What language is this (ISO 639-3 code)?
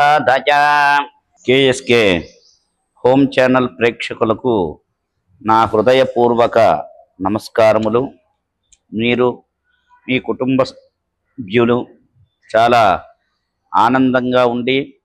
tel